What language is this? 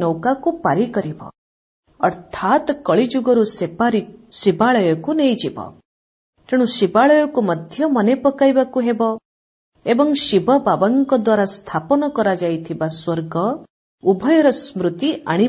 Odia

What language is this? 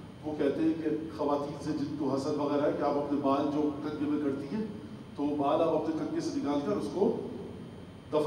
Urdu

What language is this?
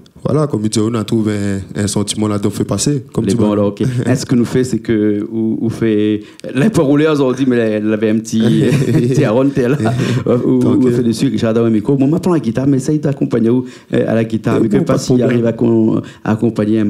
Réunion Creole French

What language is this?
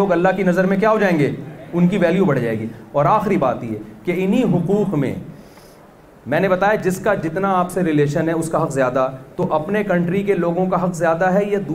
Urdu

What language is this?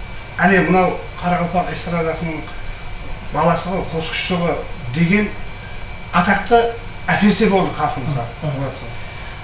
Kara-Kalpak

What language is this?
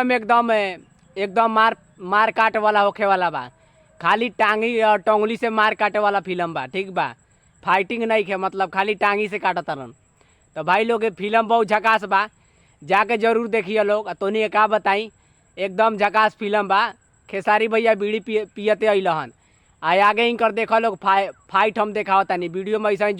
Bhojpuri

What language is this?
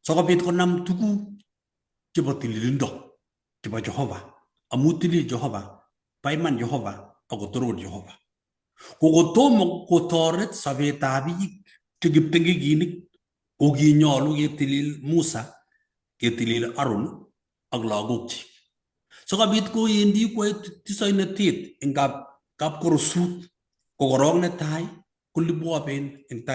Kalenjin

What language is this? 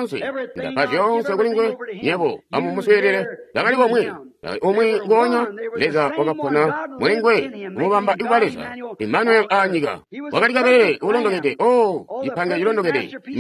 Tonga (Zambia)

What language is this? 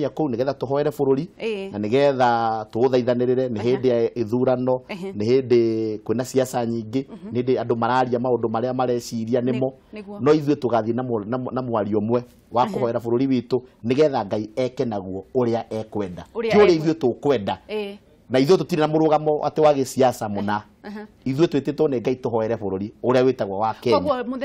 Kikuyu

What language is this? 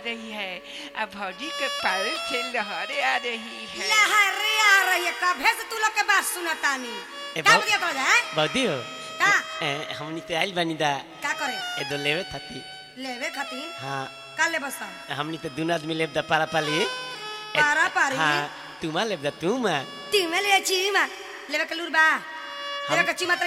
Bhojpuri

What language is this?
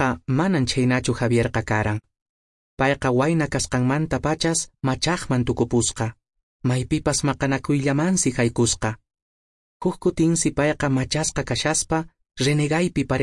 Quechua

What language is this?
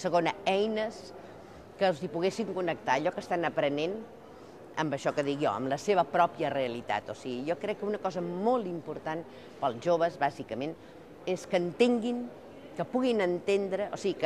Catalan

